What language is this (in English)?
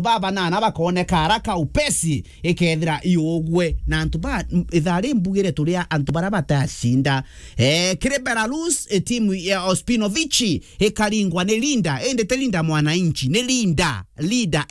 Meru